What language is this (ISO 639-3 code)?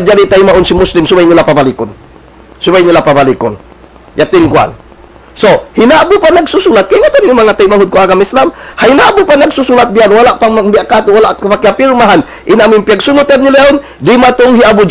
tsg